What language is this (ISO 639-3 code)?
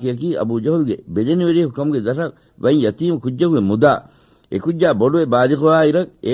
div